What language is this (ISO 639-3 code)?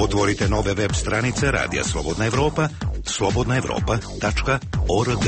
srp